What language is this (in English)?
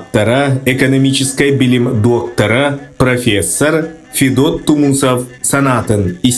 Yakut